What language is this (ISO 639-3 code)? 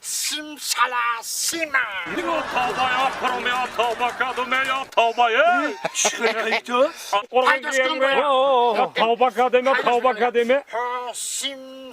tgk